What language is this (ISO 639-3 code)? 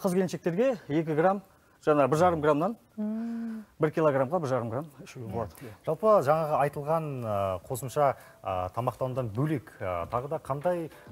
kaz